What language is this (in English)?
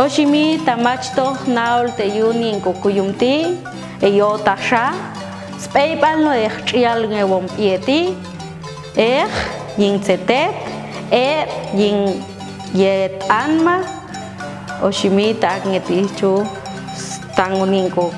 Popti'